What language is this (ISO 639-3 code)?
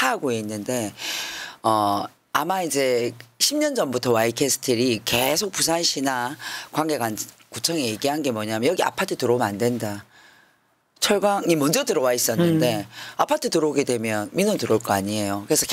kor